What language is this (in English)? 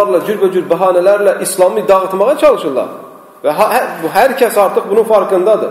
Azerbaijani